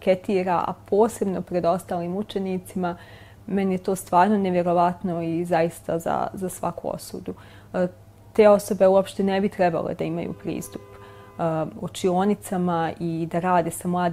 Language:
Bosnian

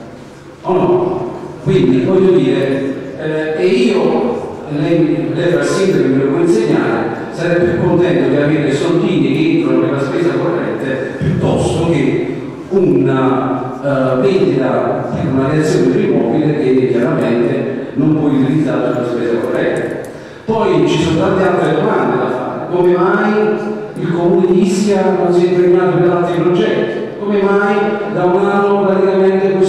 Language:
Italian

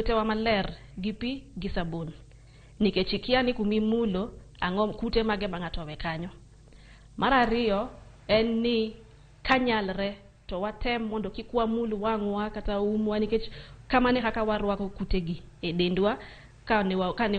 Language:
Luo (Kenya and Tanzania)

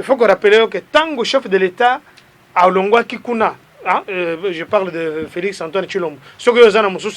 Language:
Lingala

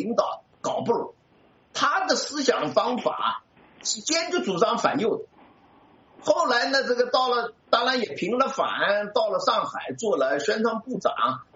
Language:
Chinese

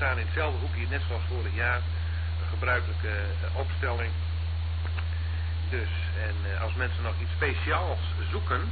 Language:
Dutch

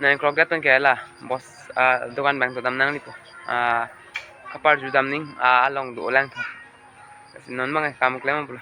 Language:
Karbi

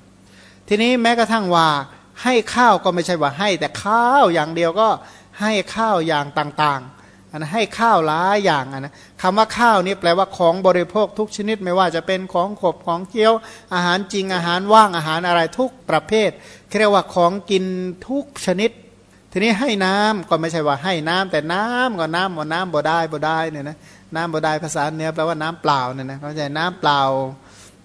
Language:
Thai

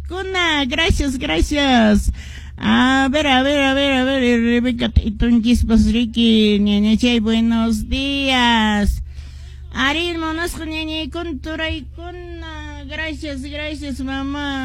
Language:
Quechua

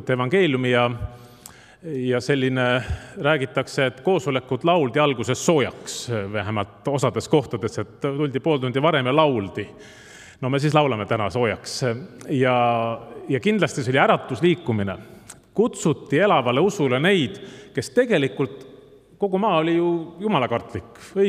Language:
Estonian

